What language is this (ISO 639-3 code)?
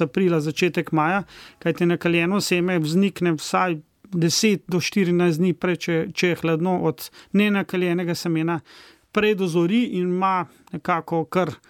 slv